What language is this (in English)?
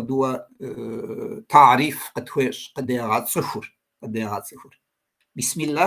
Kabardian